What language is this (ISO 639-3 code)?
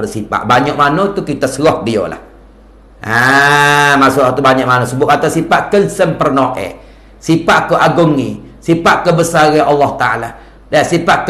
msa